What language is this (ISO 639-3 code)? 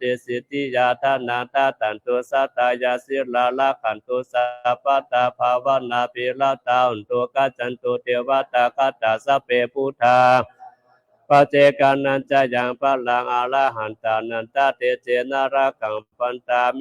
pli